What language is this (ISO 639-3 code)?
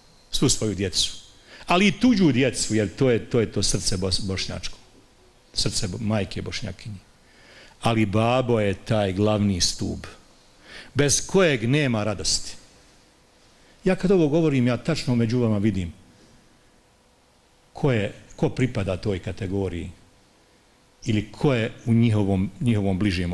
bos